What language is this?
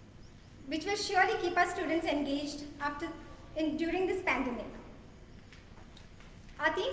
English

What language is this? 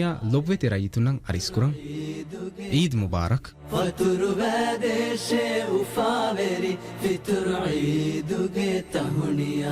Divehi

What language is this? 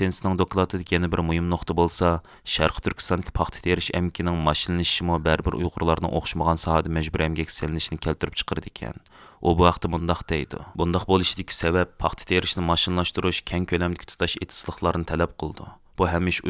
Uyghur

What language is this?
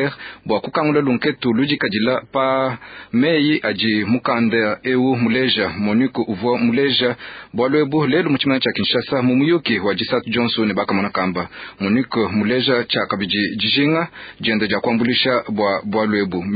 Luba-Lulua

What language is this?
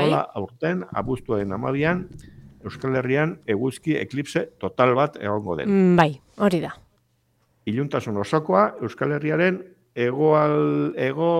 Basque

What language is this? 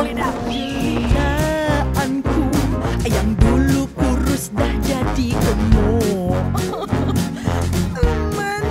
Malay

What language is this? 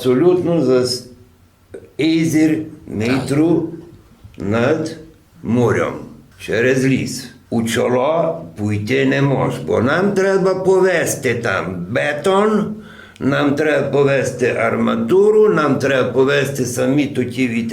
Rusyn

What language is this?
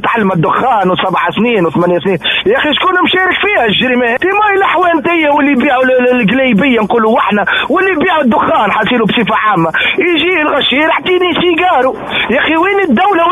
Tunisian Arabic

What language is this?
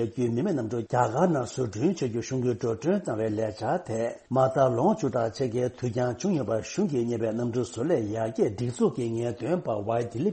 Tibetan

